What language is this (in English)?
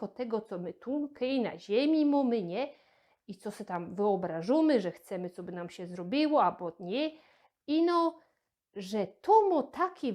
Silesian